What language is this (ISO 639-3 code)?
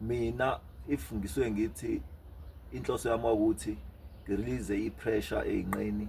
zul